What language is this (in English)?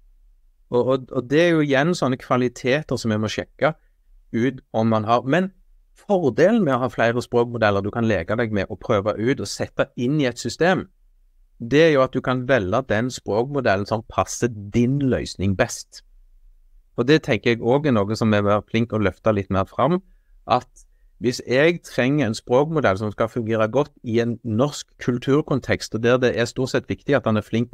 Norwegian